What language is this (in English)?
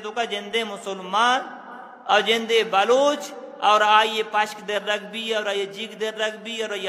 Eastern Balochi